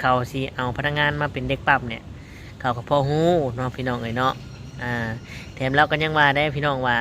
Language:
Lao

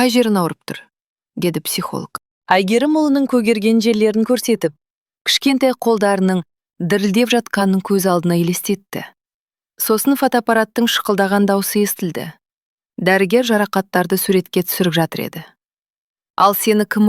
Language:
Kazakh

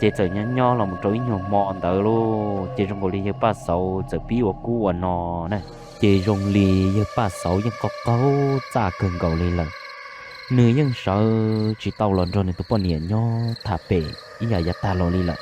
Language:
Hmong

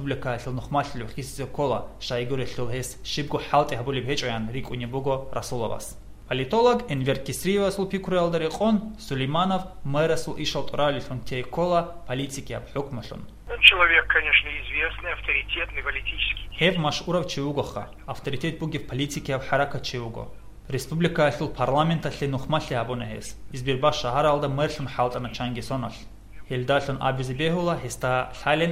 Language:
Avaric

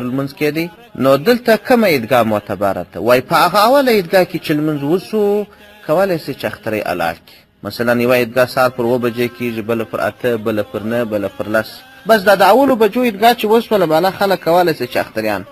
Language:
Pashto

